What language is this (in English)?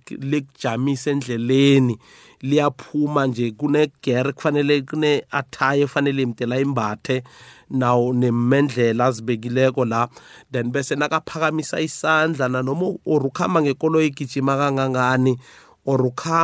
South Ndebele